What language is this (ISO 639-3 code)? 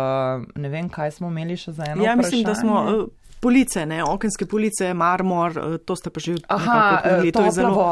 slv